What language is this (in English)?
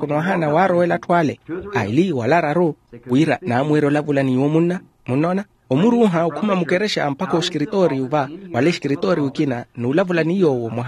Makhuwa